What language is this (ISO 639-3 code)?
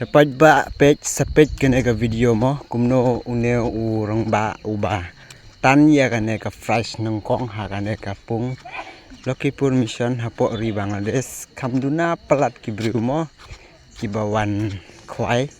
kha